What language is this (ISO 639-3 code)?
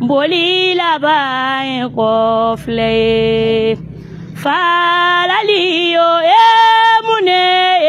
bam